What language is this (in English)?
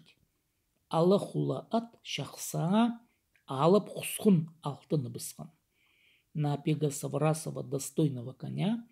Khakas